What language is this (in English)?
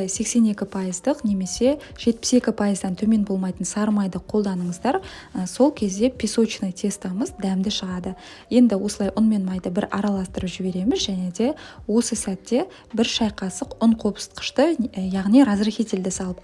Kazakh